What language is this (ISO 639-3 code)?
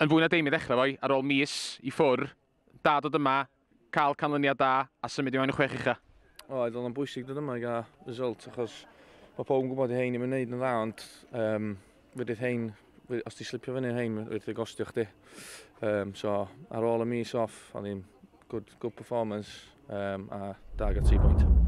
cym